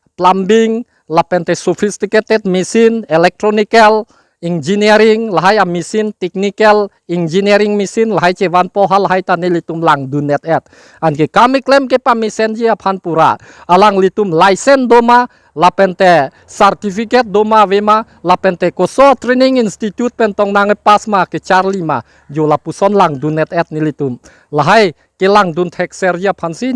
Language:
Karbi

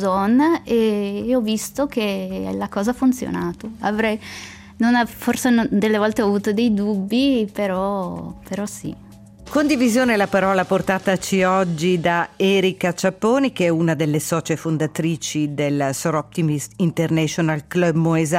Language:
Italian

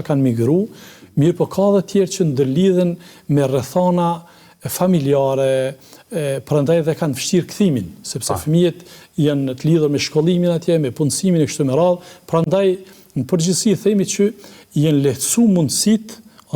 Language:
Albanian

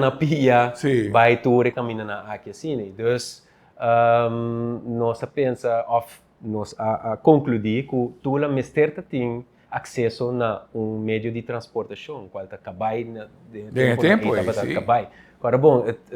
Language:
Papiamento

